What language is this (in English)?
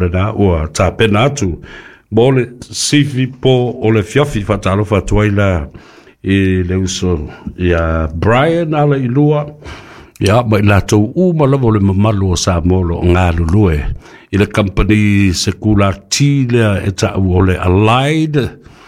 Samoan